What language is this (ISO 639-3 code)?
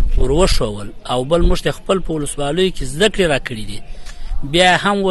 pus